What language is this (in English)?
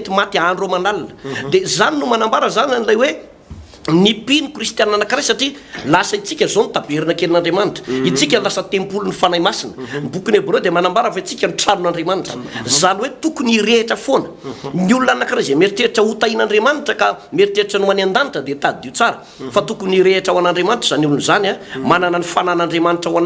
Malagasy